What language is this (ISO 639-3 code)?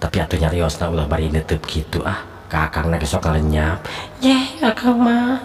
sun